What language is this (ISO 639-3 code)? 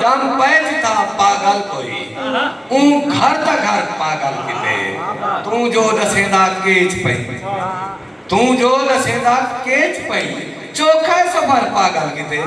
skr